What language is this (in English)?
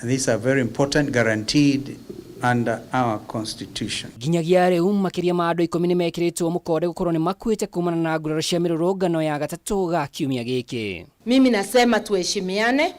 Kikuyu